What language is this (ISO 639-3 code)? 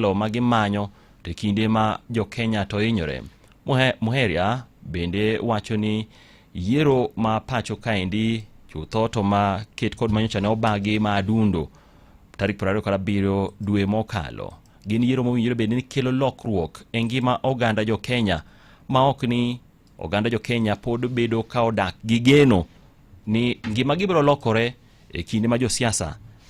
luo